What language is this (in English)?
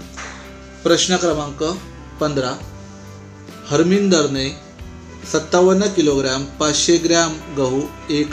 Marathi